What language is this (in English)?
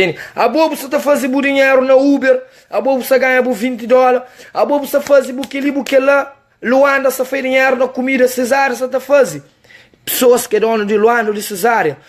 Kabuverdianu